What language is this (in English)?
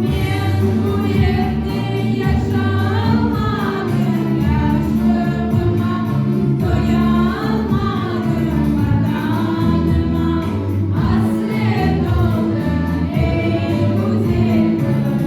Crimean Tatar